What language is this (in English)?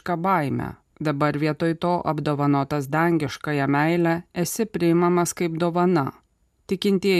Lithuanian